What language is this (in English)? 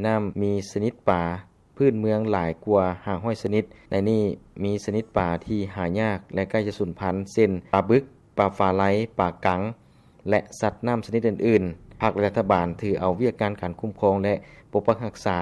Lao